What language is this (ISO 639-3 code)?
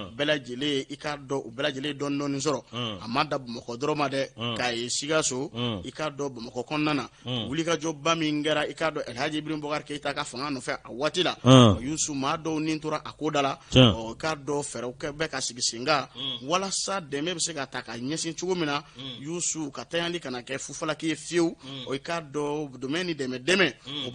bam